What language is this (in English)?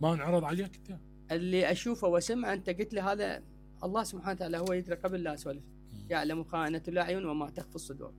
Mesopotamian Arabic